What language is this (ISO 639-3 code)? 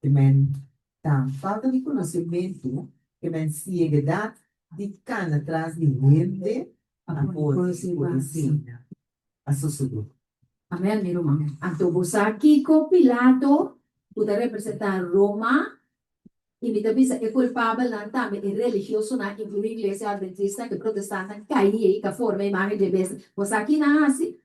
pap